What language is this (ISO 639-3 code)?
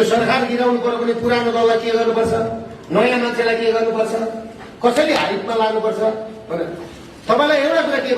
nep